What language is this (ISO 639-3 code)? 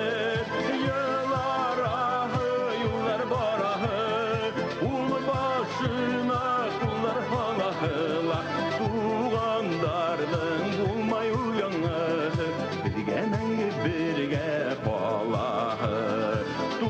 bak